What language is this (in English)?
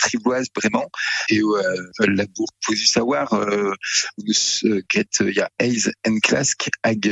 Breton